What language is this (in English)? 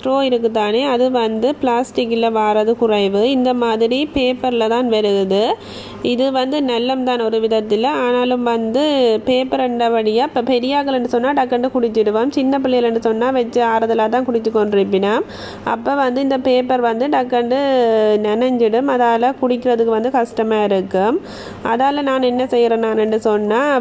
Tamil